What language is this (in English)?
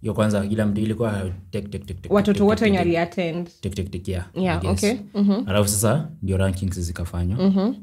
Swahili